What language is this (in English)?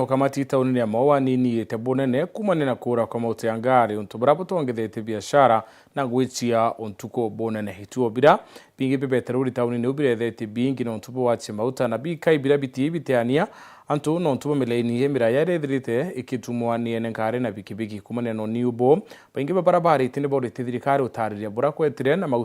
Meru